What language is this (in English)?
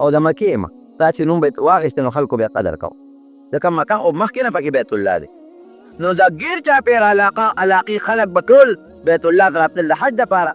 Pashto